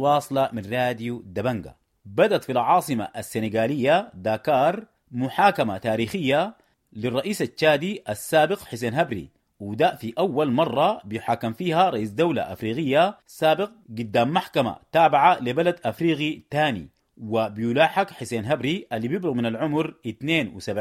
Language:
Sudanese Arabic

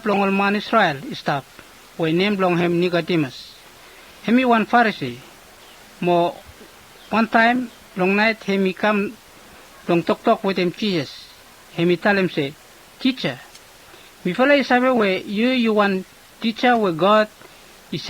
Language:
Bislama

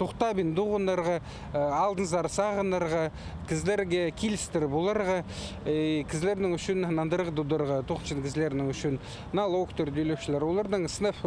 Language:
Khakas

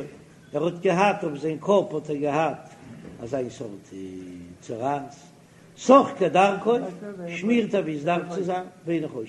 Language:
Yiddish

